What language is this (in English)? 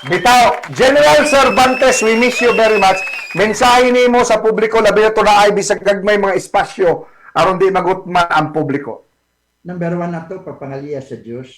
Cebuano